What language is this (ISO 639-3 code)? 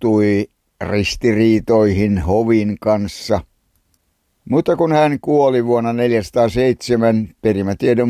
fin